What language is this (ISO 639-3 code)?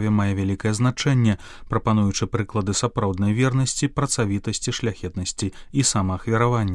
bel